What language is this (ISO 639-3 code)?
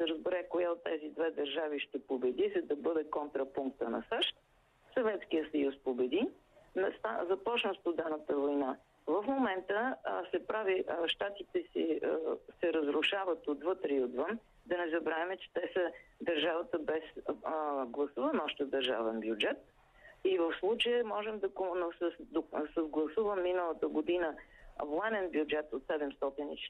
bul